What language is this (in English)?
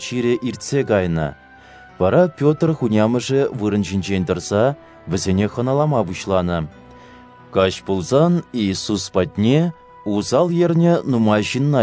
Chuvash